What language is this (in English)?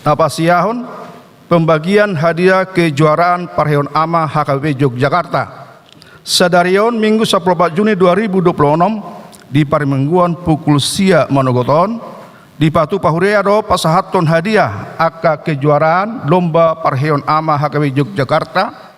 Batak Toba